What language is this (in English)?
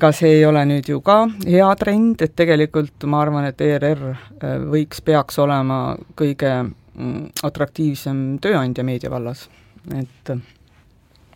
Estonian